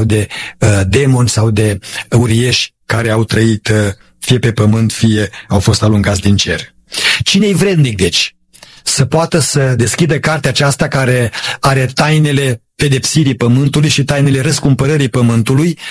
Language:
Romanian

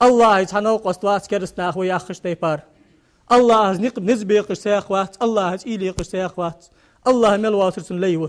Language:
Ingush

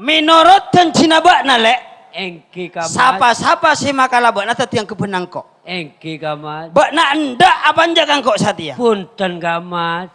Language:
Madurese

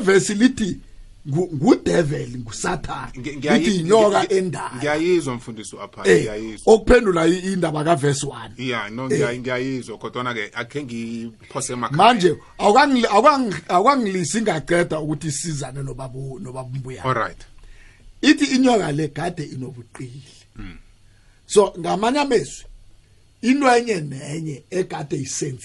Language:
South Ndebele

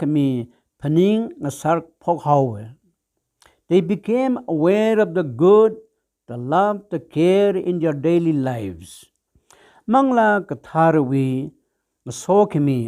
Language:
Tangkhul Naga (India)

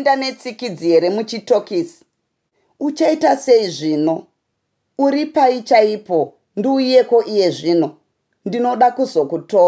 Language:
Shona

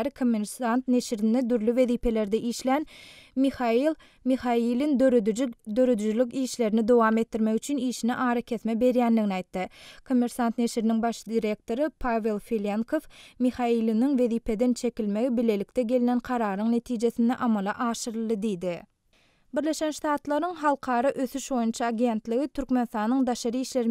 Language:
Turkmen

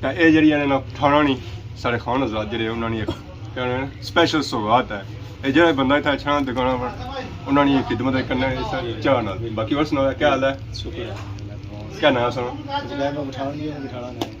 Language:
Pahari-Potwari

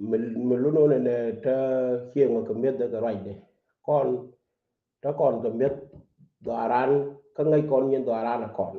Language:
Nuer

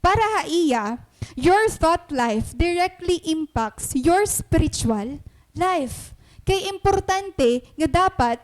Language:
Waray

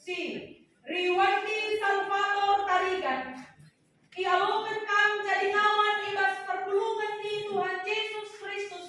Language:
Batak Karo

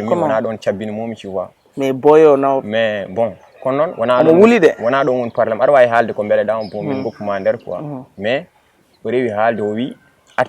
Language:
Fula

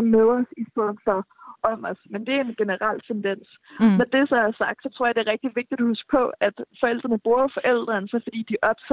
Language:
Danish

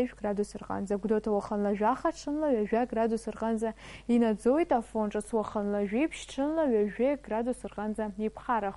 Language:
Abkhazian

